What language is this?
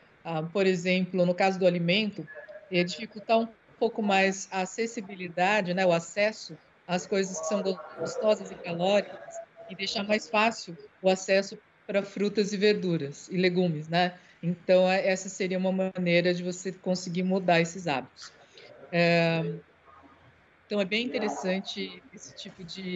Portuguese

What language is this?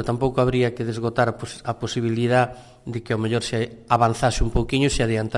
Galician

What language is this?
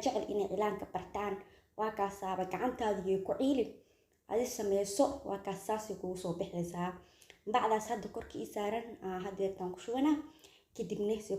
Somali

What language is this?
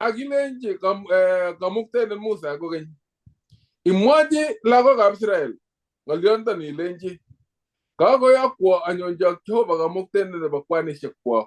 Kalenjin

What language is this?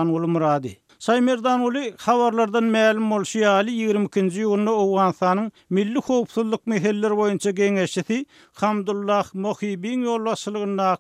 Turkmen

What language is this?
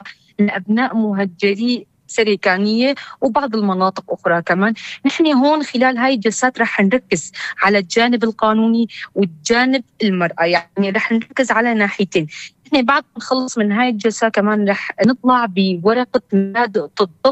North Levantine Arabic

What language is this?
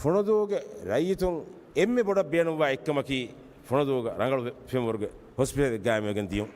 Divehi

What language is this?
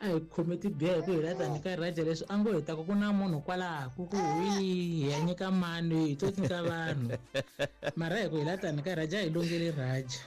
Tsonga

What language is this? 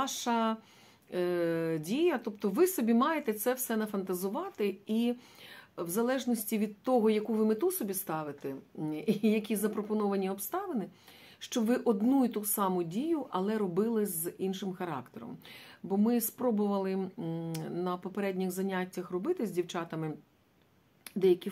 Ukrainian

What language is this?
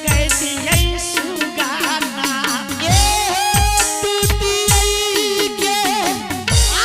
Angika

